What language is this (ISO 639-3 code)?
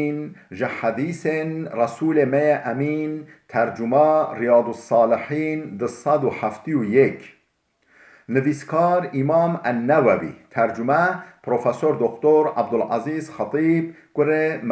kur